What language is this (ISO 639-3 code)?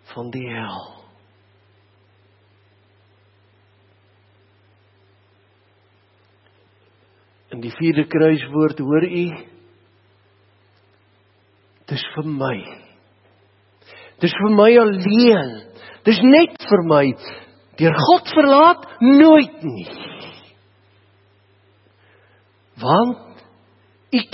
afr